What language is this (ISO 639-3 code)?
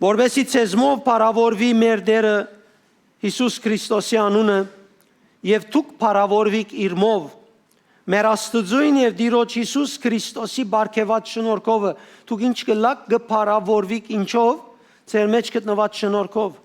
hyw